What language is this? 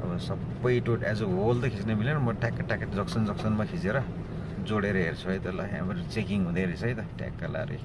Nepali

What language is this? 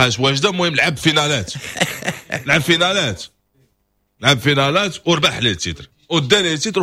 Moroccan Arabic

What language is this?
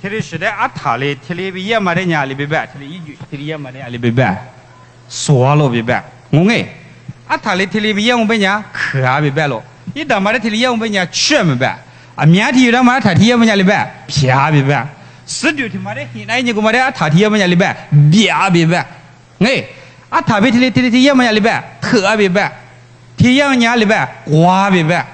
Lisu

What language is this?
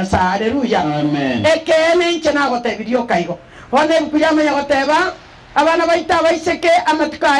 Gusii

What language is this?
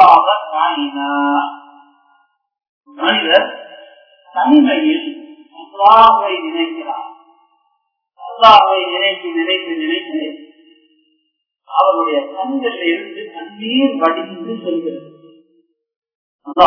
Tamil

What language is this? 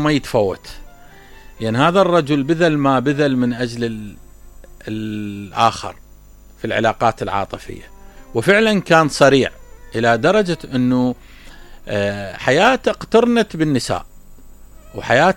Mesopotamian Arabic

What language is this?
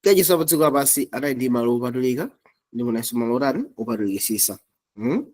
Nyanja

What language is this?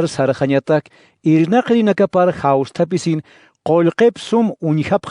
Aymara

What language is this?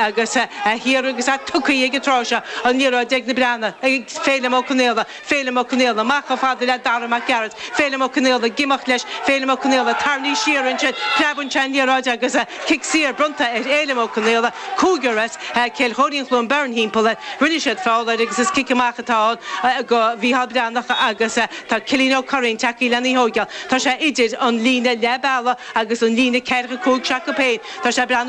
Irish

